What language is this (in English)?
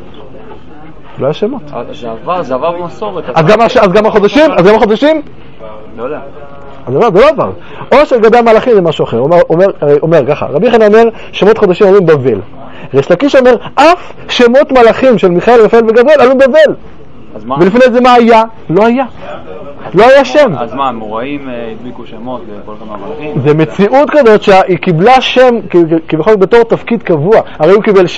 Hebrew